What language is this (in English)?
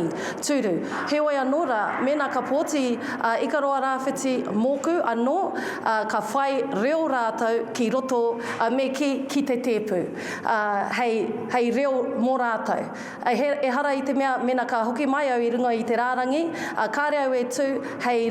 Māori